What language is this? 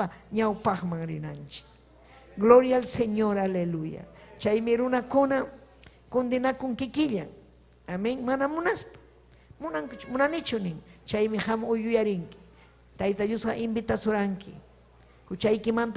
Ayacucho Quechua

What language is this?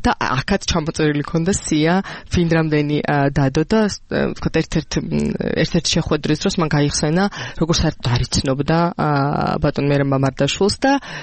Georgian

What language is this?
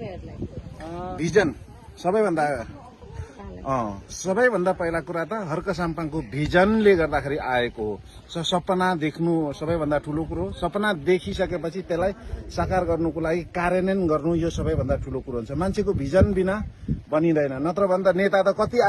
Nepali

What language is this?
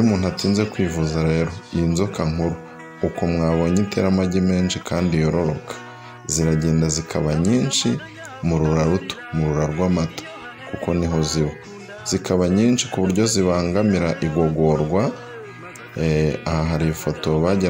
Kinyarwanda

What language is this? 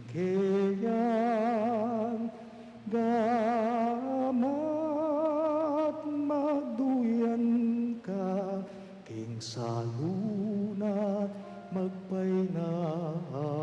Pampanga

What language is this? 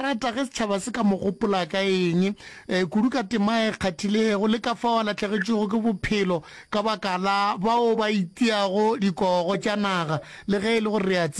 Northern Sotho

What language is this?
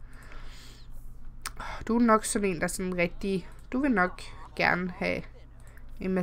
Danish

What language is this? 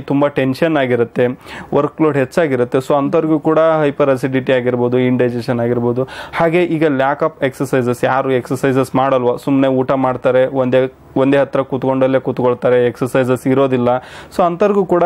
Kannada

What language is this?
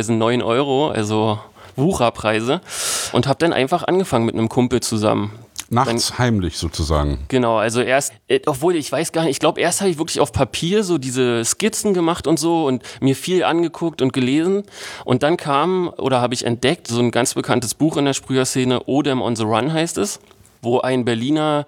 German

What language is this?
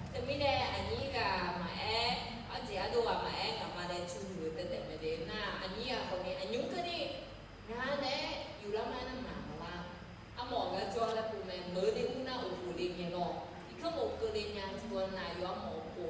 Akha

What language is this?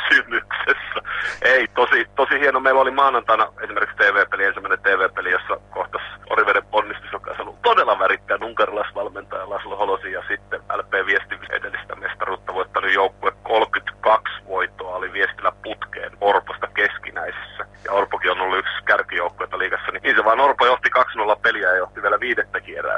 Finnish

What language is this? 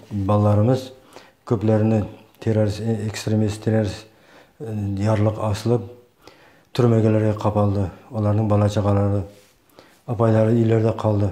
Kyrgyz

